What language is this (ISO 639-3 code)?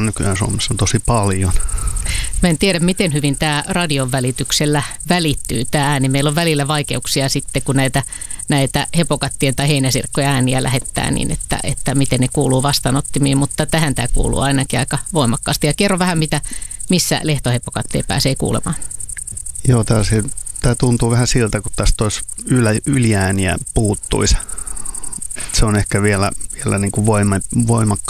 fin